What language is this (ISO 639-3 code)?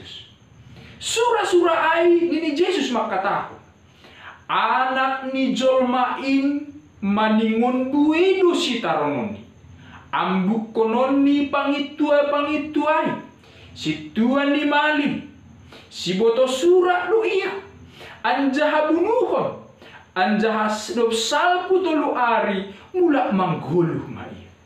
bts